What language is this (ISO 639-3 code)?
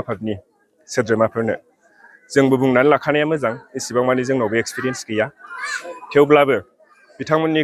brx